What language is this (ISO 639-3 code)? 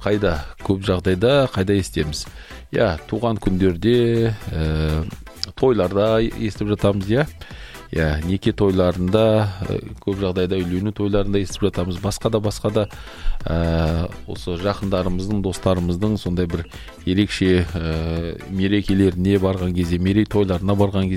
kaz